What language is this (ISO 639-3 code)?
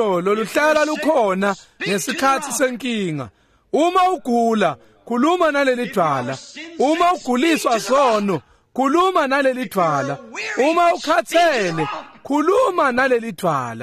ssw